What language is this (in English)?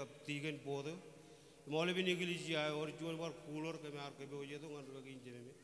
Marshallese